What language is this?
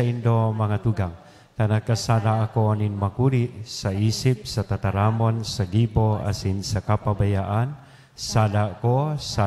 Bikol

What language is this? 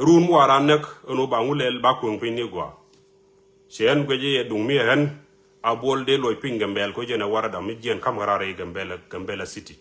Nuer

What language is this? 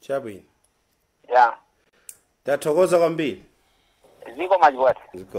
Nyanja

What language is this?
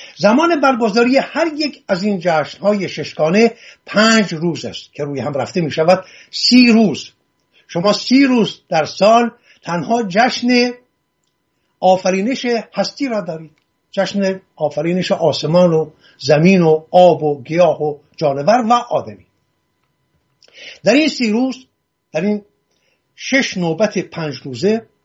Persian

